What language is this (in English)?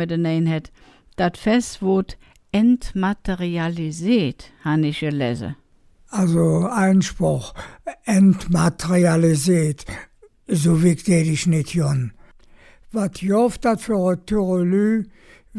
Colognian